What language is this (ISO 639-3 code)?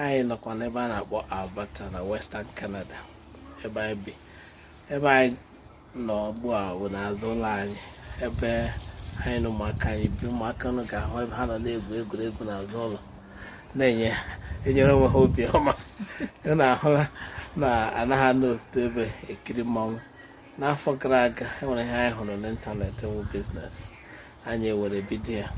ibo